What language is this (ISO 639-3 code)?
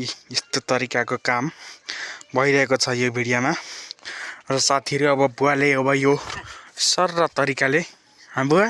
nep